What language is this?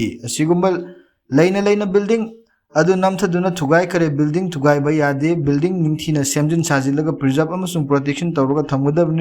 Manipuri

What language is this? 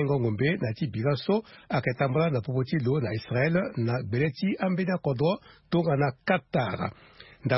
Sango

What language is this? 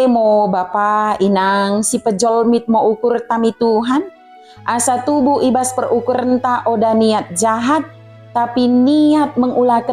Batak Dairi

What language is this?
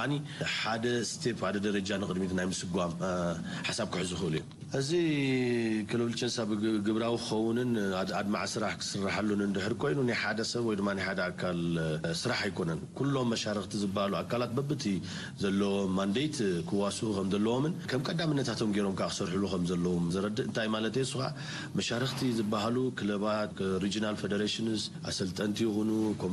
Tigrinya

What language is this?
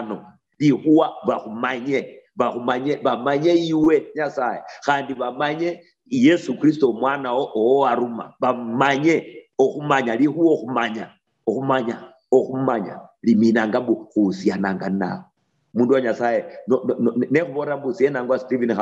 Luyia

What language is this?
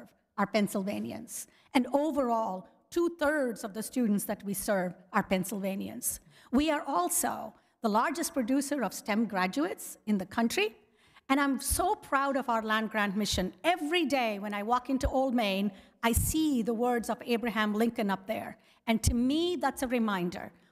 English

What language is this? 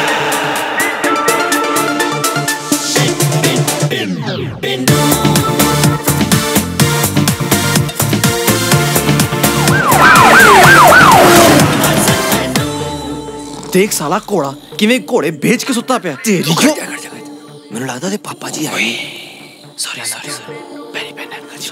Punjabi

